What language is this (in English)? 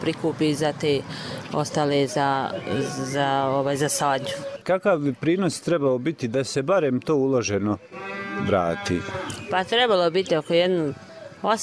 Croatian